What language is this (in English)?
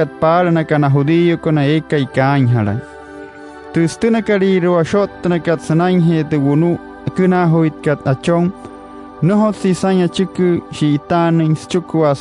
Wayuu